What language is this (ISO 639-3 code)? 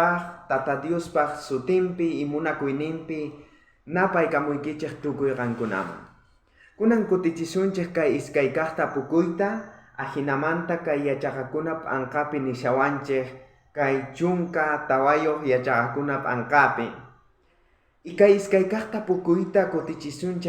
quh